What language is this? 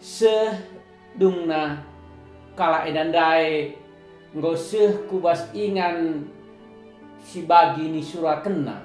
Batak Karo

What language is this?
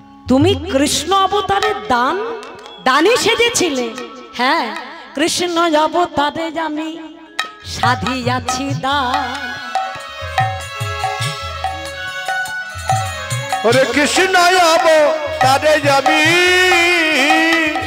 Bangla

